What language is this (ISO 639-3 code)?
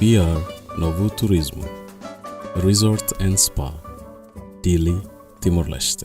tet